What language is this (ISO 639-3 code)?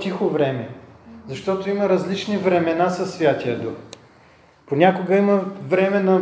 bul